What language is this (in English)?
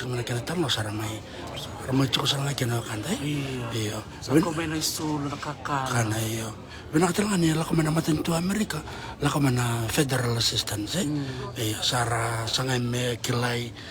Fijian